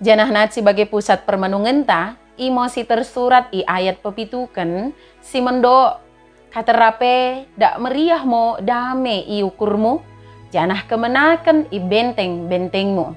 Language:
Batak Dairi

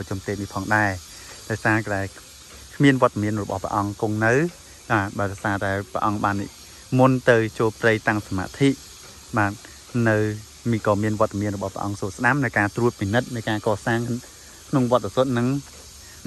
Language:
Khmer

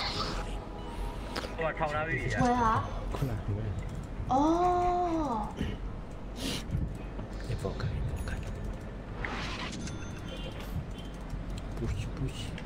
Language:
Burmese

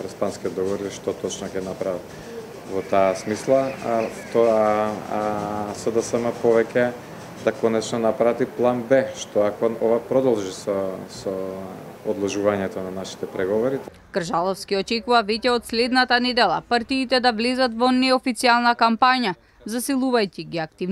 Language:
Macedonian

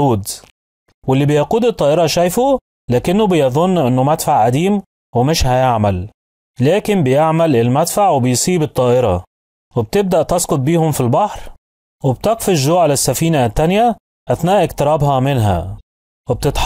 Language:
Egyptian Arabic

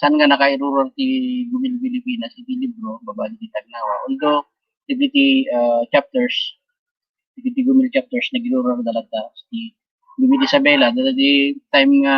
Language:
Iloko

